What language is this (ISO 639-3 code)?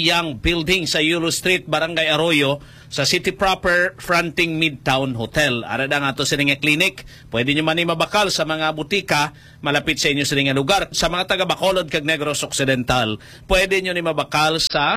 hil